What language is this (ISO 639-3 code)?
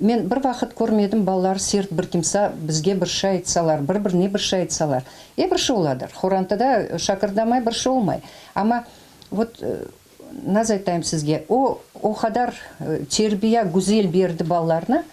crh